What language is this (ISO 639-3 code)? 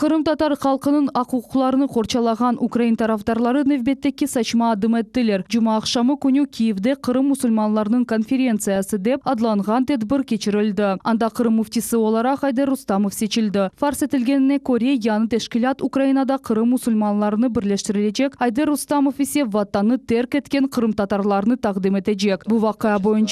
crh